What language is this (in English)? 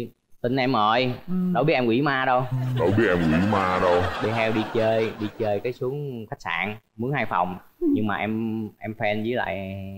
Vietnamese